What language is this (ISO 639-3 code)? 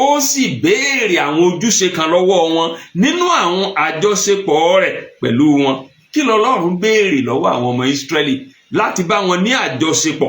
yor